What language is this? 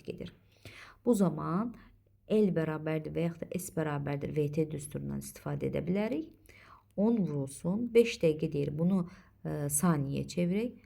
Azerbaijani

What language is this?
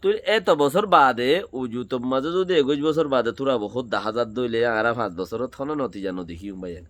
Rohingya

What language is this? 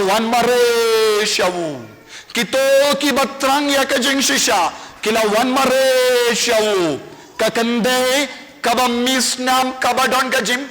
Khasi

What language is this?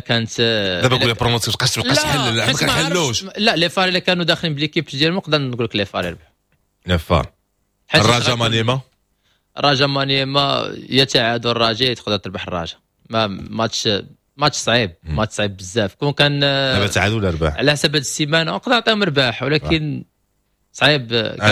Moroccan Arabic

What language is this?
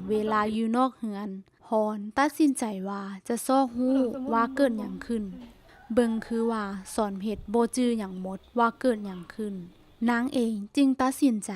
Lao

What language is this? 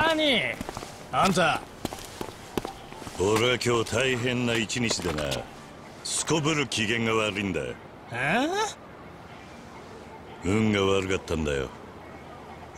Japanese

